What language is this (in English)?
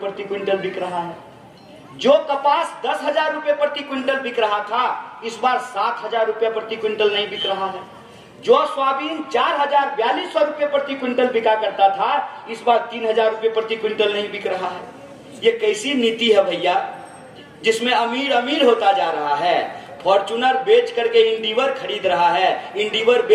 Hindi